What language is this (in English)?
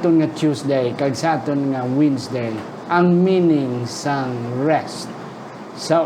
Hiligaynon